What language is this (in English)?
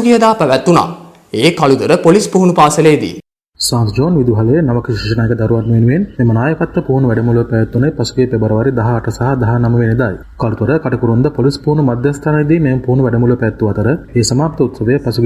Sinhala